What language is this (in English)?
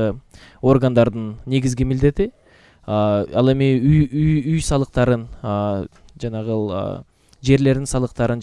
Kyrgyz